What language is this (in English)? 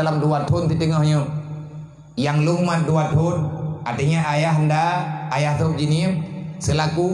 Achinese